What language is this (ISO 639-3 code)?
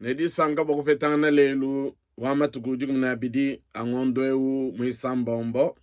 lua